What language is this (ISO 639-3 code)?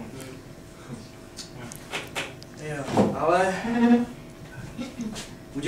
ces